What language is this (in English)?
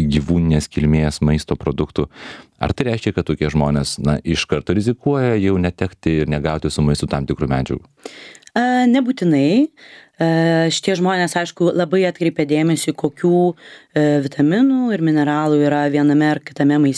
Lithuanian